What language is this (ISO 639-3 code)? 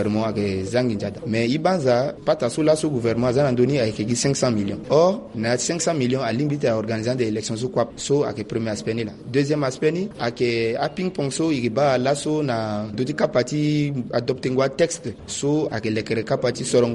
sag